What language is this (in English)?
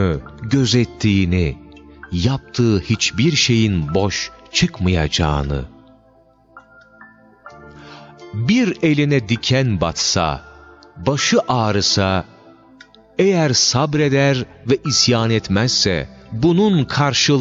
Turkish